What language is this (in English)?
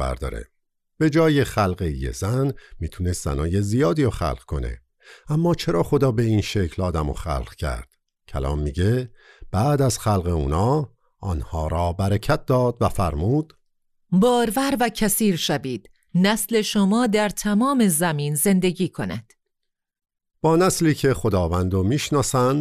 Persian